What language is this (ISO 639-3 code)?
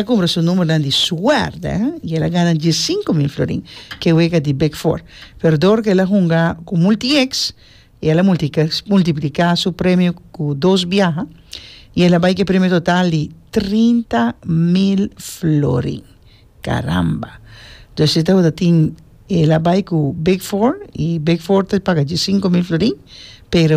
pap